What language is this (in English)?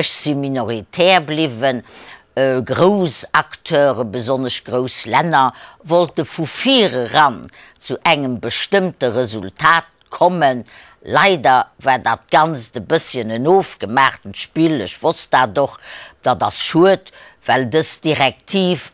Luxembourgish